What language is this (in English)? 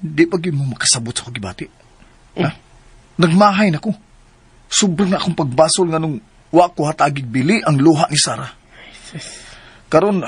Cebuano